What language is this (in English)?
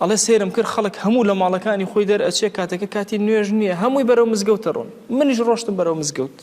Central Kurdish